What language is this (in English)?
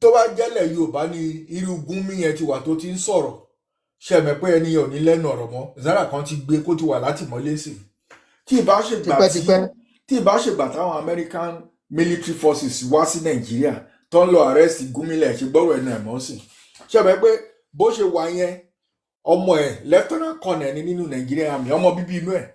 Yoruba